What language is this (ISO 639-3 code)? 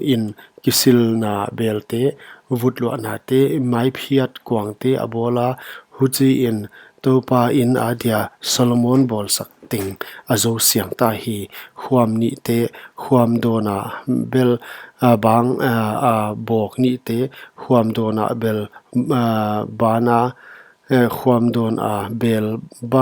pck